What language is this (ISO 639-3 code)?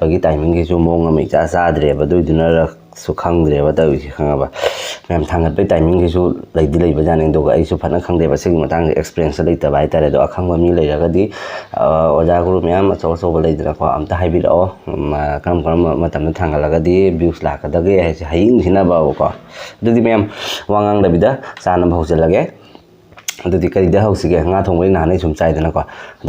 mni